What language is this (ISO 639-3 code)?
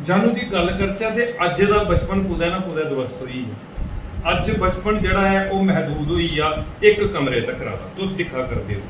doi